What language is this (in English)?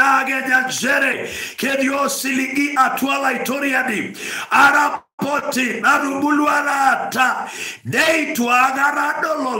Masai